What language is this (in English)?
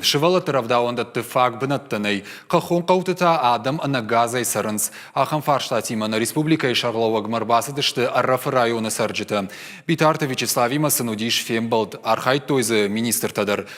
Ossetic